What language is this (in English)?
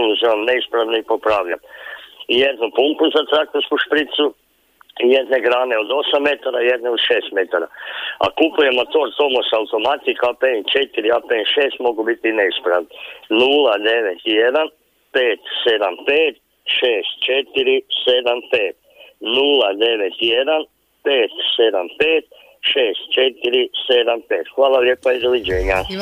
Croatian